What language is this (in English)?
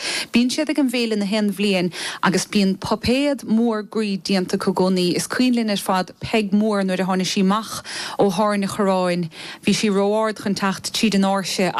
Irish